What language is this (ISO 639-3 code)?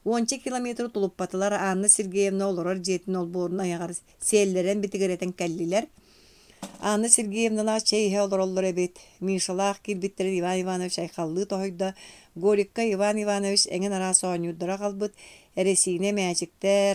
sah